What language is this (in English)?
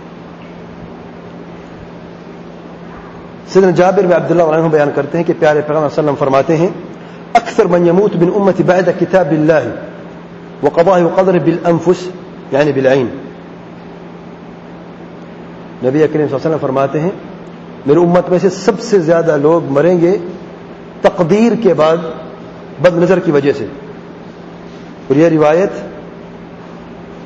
Urdu